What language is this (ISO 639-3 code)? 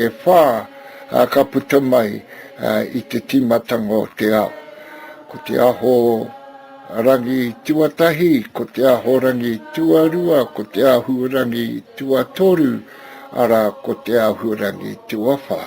mri